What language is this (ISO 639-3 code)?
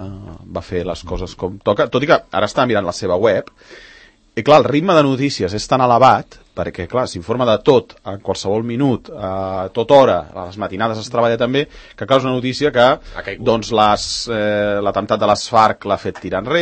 cat